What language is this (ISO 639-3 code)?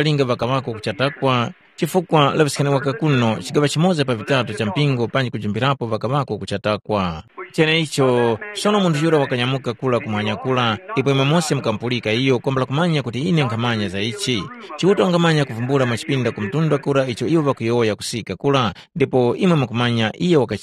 tum